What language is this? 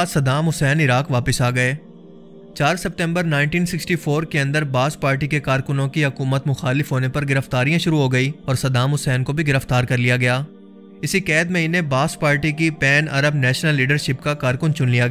Urdu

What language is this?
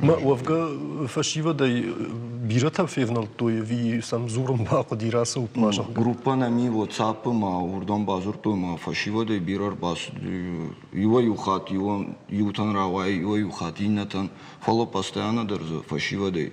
Ossetic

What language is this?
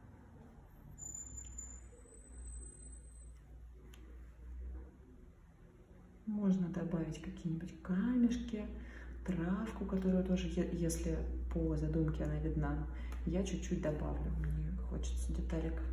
Russian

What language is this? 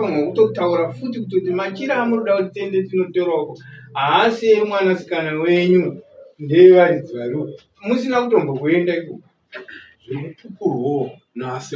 Shona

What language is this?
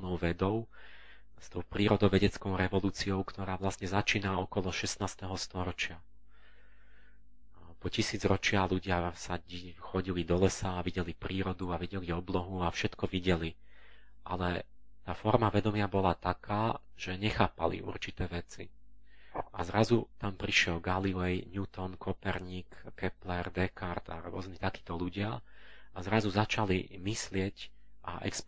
Slovak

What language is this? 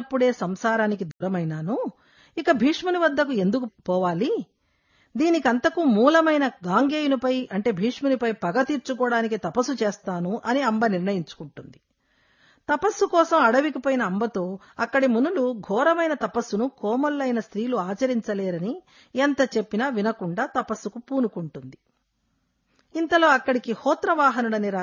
Telugu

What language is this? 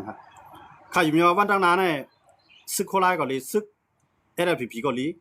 Shan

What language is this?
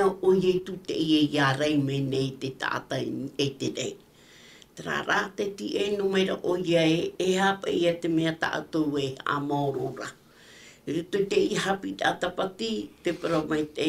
Tahitian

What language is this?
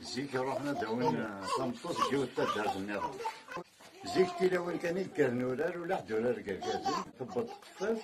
Kabyle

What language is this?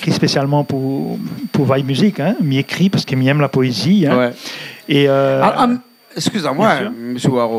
Réunion Creole French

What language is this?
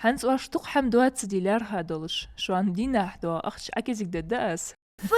Ingush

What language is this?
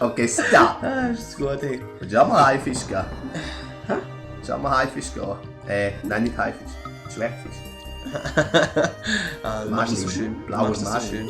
Swiss German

